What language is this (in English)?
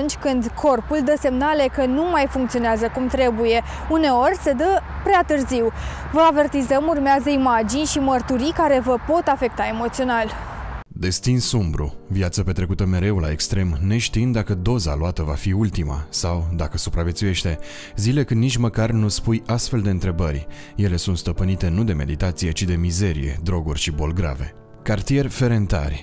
Romanian